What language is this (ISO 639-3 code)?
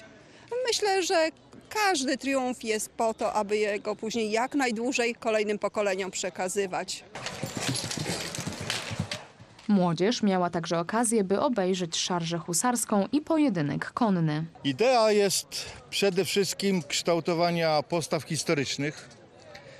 pol